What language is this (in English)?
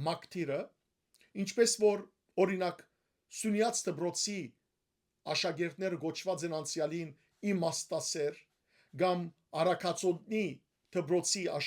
Western Armenian